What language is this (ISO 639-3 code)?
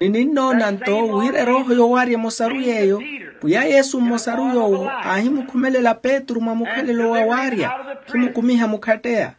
vmw